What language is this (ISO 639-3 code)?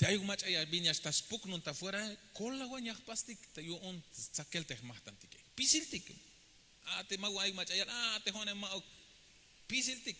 tzh